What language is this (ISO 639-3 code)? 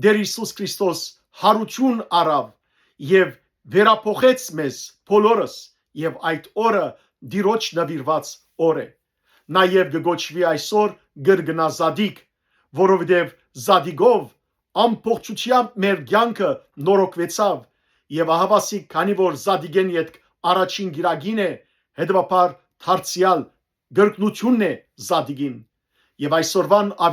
hyw